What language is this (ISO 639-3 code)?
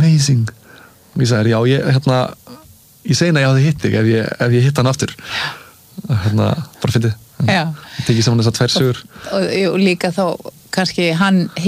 isl